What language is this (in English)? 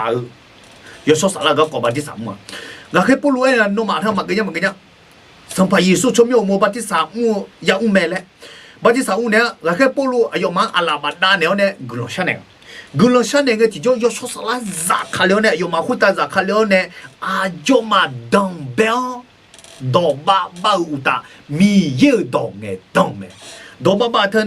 Akha